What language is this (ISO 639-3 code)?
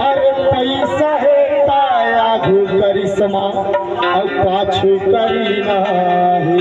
hne